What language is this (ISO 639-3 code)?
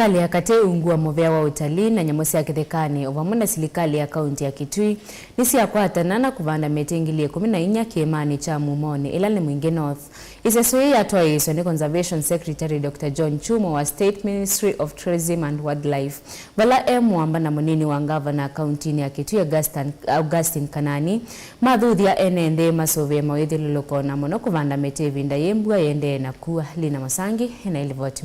kam